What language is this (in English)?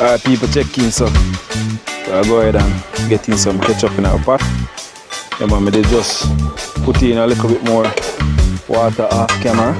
Jamaican Creole English